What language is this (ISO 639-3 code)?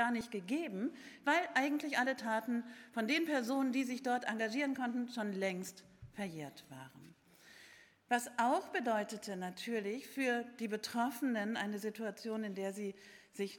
deu